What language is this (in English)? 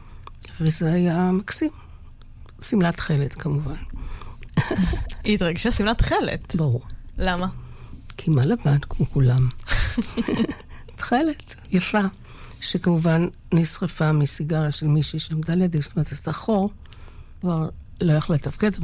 Hebrew